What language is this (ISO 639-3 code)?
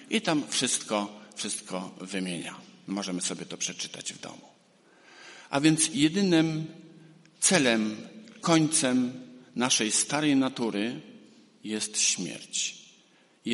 pol